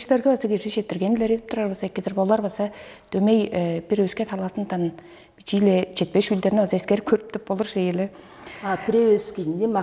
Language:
Tuvinian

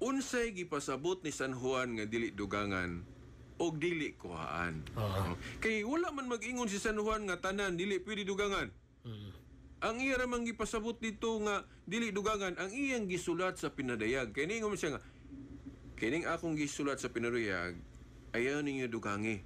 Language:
Cebuano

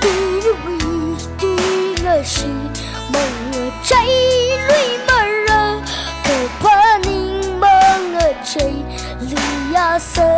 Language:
Tangkhul Naga (India)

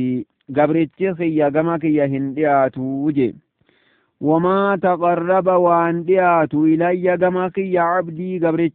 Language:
Oromo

